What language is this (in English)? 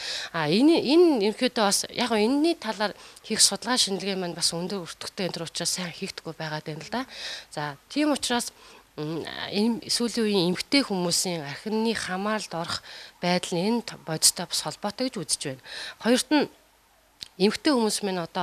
Mongolian